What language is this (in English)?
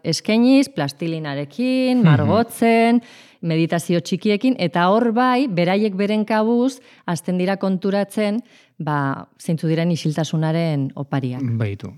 Basque